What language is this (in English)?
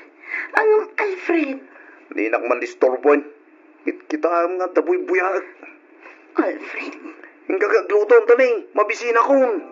Iloko